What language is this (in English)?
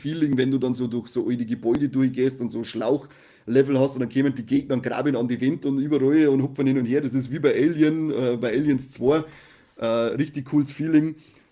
Bavarian